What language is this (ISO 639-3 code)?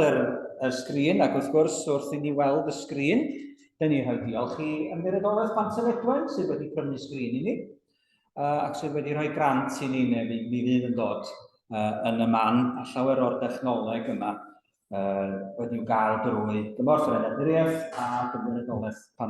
cym